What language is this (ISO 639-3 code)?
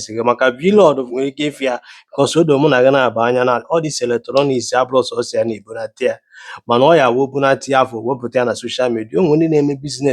ibo